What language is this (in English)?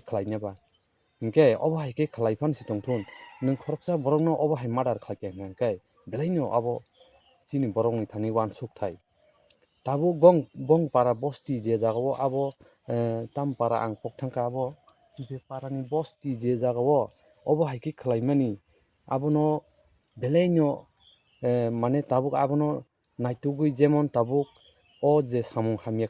Kok Borok